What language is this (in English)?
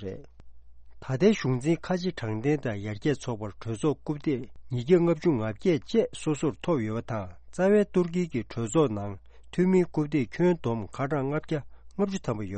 Tibetan